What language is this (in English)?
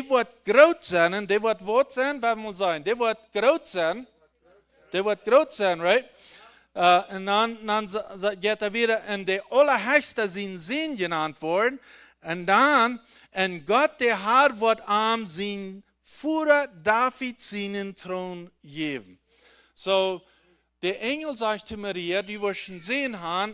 Plautdietsch